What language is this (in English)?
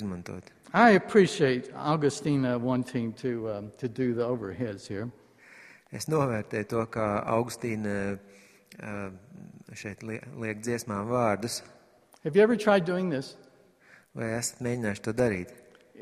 Latvian